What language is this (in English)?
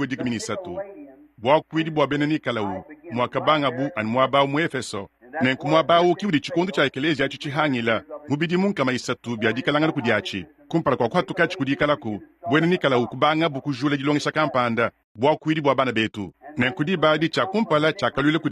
Luba-Lulua